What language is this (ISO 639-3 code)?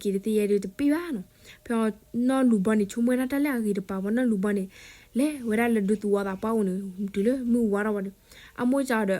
ksw